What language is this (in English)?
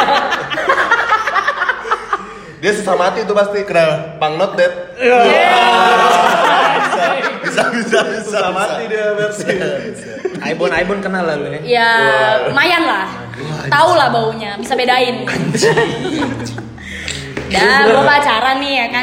Indonesian